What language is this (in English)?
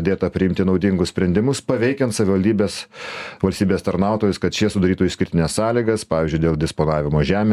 Lithuanian